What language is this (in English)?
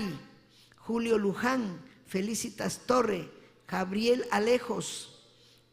Ayacucho Quechua